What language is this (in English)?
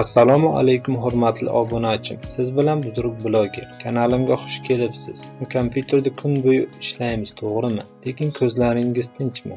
Uzbek